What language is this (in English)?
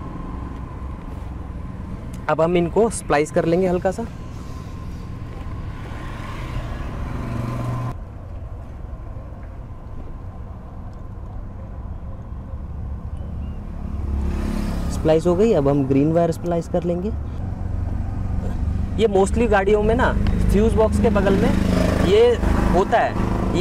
Hindi